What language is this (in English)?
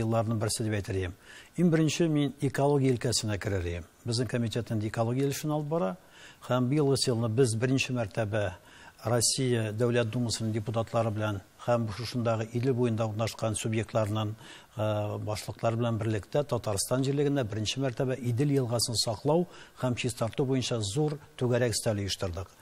Tatar